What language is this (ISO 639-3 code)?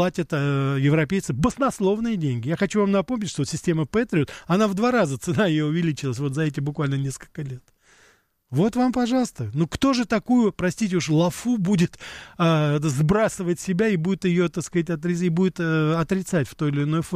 rus